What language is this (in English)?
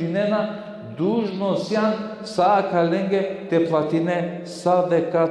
Balkan Romani